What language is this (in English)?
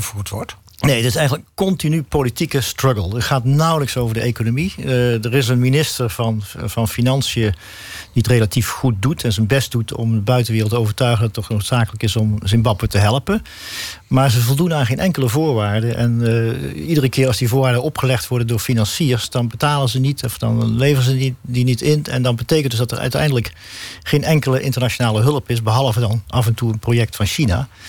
Dutch